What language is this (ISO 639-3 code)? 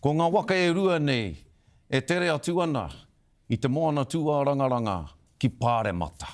mri